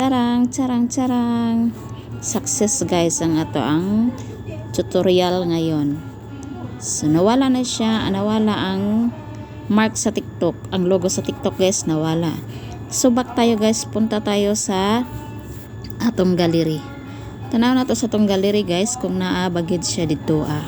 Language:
Cebuano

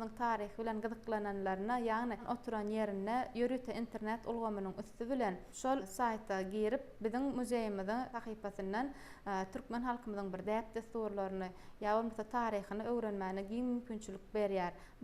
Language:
Turkmen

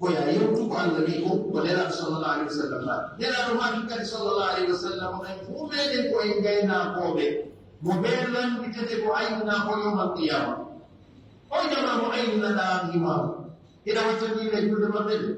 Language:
Pular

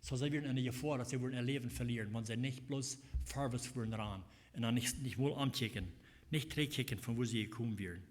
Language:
Plautdietsch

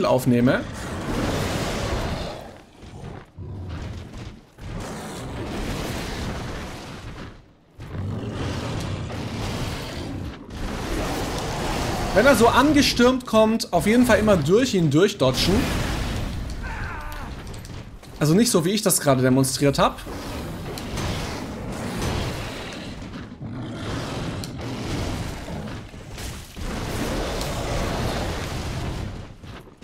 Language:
German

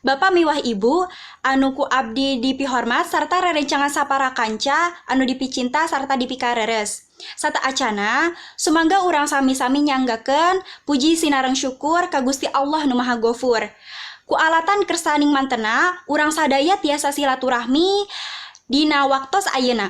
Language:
Sundanese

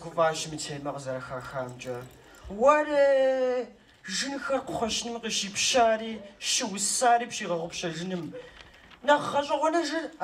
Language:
Kabardian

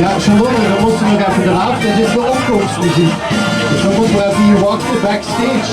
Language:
Limburgish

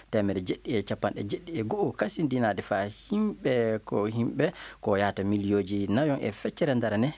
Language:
Fula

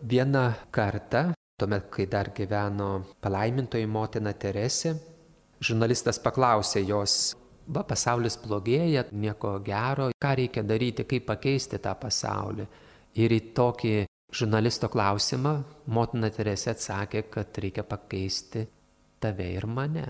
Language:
Lithuanian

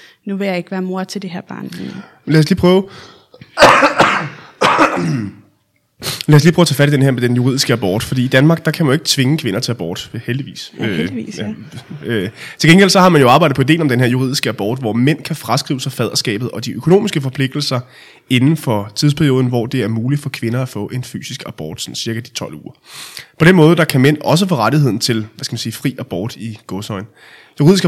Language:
Danish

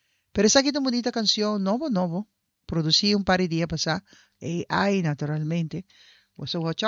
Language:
Papiamento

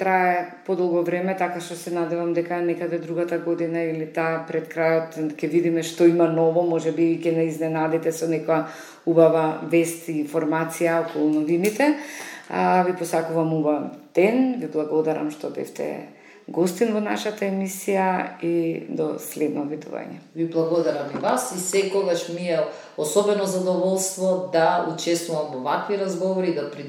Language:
Macedonian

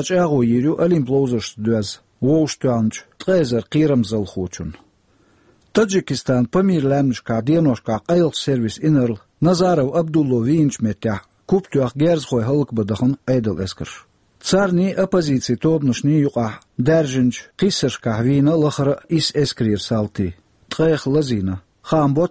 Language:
Chechen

